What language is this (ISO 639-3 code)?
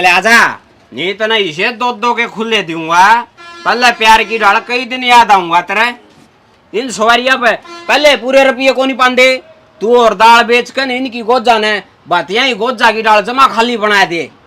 bgc